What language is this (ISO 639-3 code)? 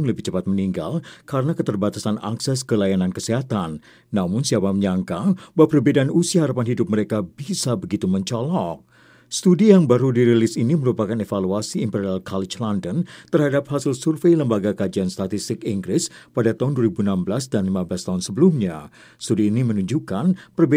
ind